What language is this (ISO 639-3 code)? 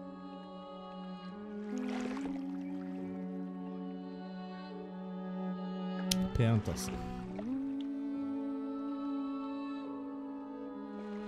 nor